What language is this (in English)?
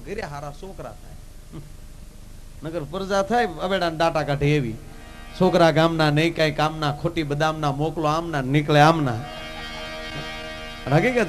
Gujarati